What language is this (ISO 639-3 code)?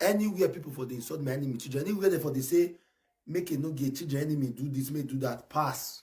pcm